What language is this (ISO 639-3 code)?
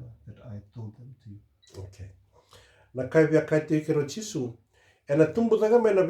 fij